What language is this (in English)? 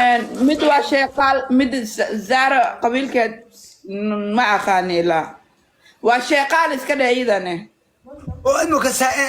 Somali